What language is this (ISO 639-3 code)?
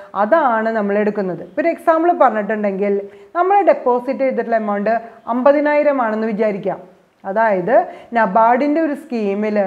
mal